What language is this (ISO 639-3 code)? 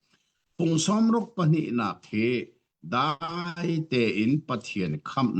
cnh